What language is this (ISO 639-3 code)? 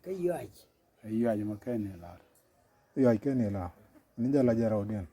nus